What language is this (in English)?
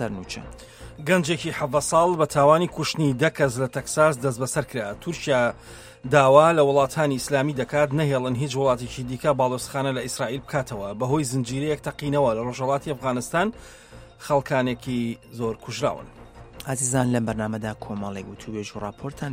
Central Kurdish